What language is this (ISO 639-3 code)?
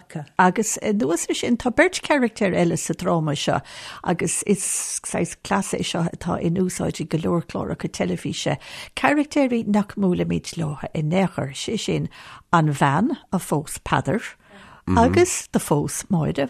gle